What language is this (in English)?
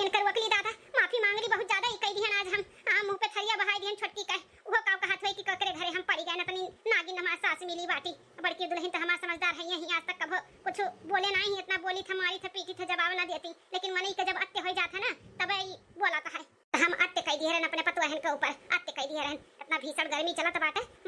Awadhi